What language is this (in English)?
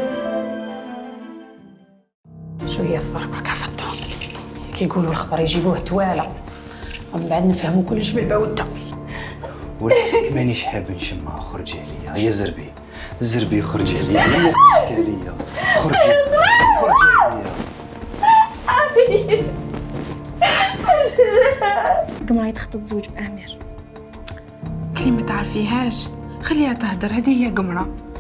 Algerian Arabic